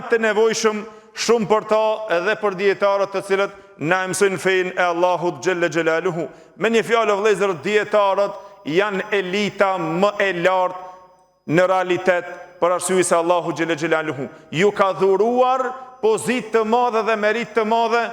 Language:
Albanian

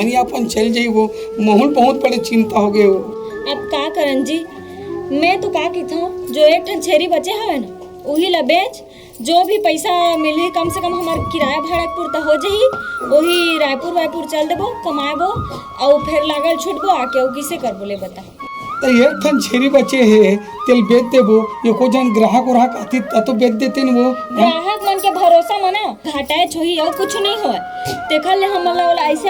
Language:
Chhattisgarhi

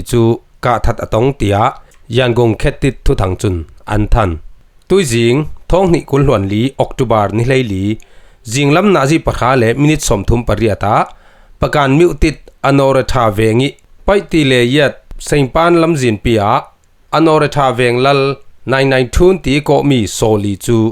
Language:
Falam Chin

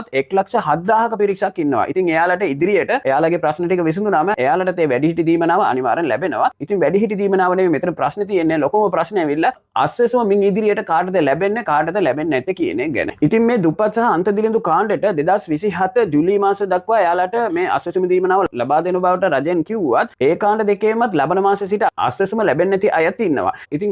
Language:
Sinhala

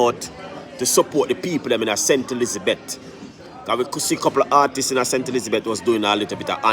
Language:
Jamaican Creole English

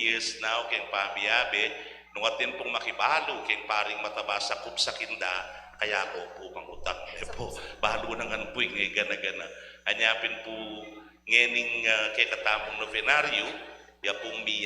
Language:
Pampanga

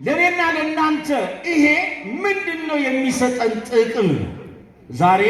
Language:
Amharic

